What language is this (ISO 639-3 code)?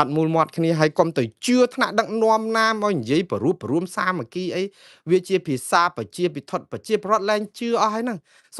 khm